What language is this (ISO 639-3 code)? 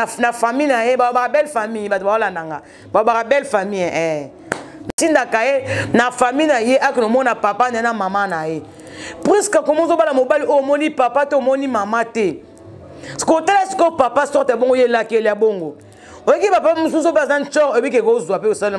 lin